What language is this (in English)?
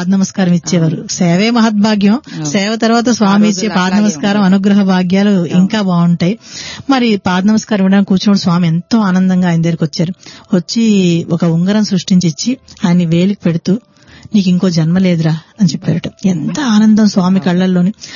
Telugu